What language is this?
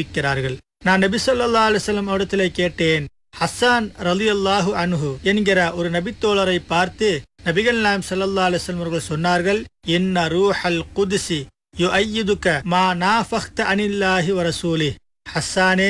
Tamil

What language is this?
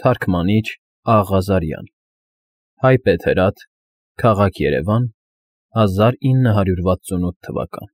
Armenian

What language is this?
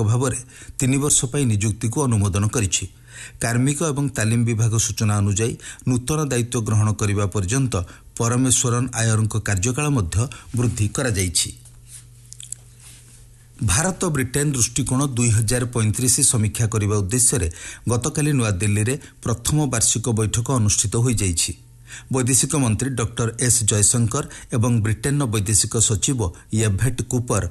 Odia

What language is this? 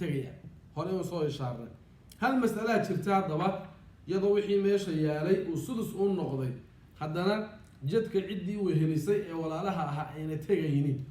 Somali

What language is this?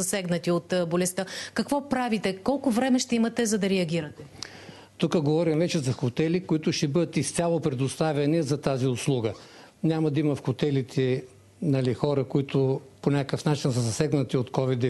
Bulgarian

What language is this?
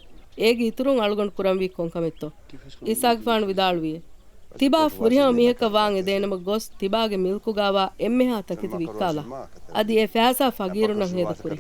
Divehi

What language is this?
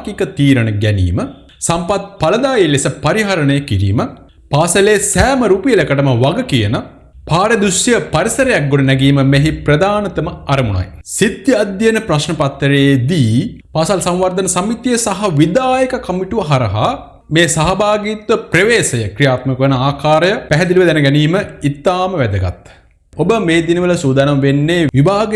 Sinhala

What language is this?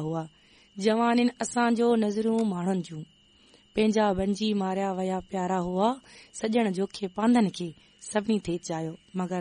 Sindhi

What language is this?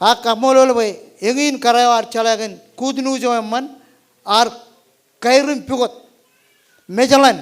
Marshallese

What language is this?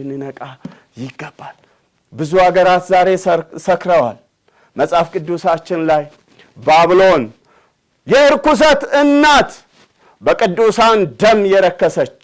Amharic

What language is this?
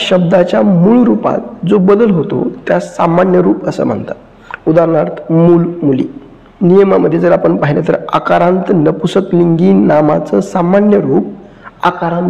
Marathi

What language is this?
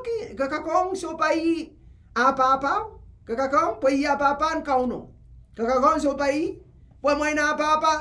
Pohnpeian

